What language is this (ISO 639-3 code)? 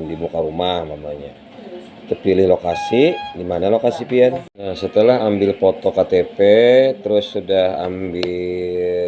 bjn